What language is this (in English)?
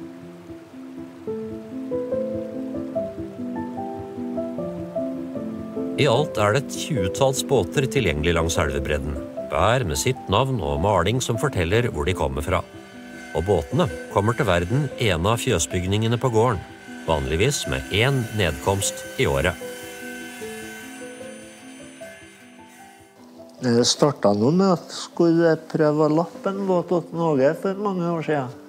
Norwegian